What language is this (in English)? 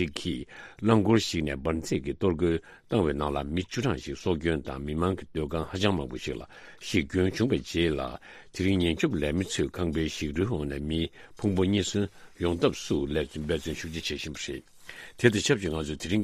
Tibetan